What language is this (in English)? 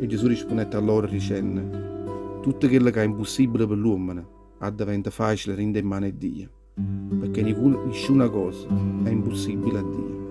Neapolitan